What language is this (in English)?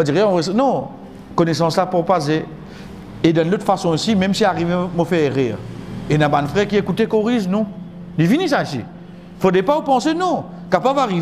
Morisyen